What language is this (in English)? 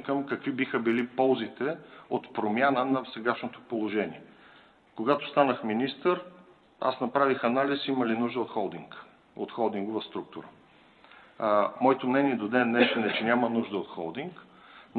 Bulgarian